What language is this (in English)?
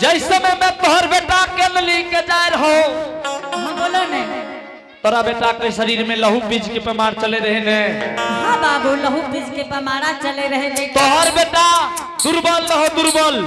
Angika